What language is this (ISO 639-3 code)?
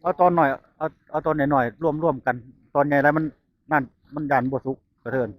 tts